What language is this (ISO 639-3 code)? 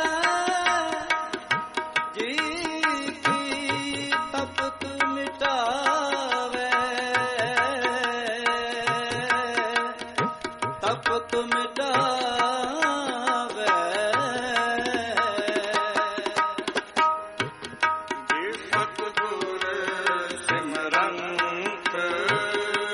pan